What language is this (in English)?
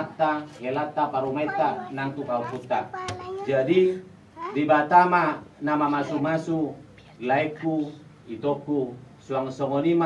Batak Toba